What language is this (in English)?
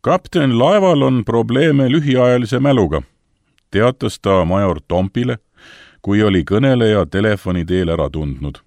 Estonian